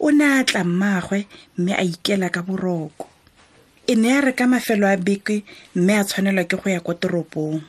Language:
Tswana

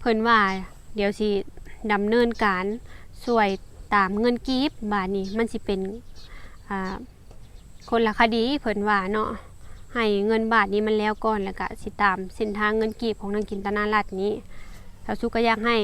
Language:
Lao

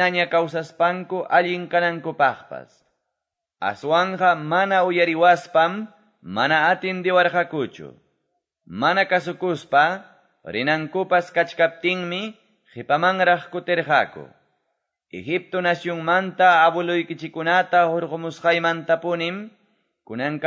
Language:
Quechua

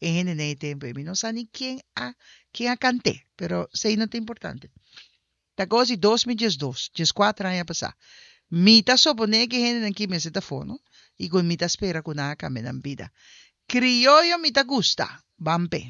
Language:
Papiamento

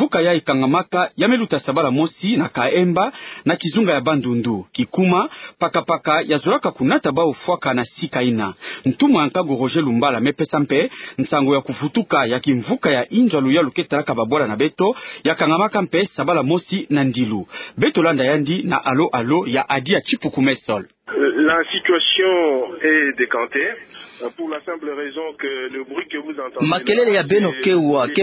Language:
Kituba (Democratic Republic of Congo)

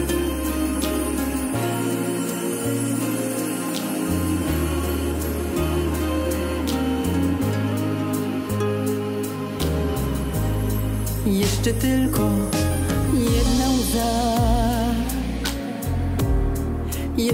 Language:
Polish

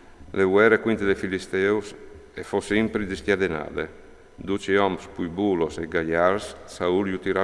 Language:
Friulian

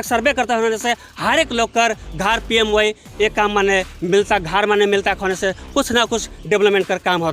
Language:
Sadri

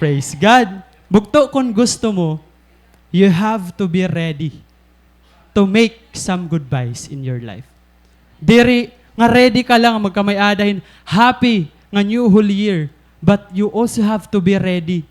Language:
Waray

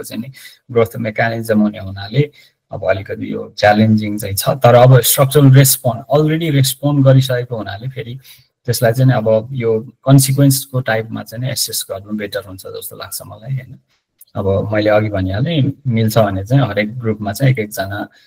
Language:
Nepali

